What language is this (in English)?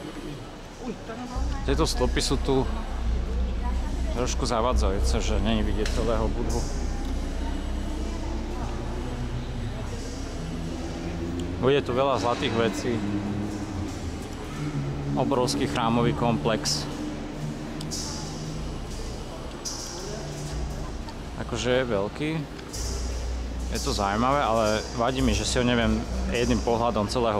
Slovak